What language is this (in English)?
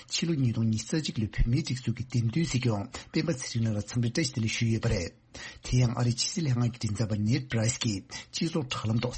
Tibetan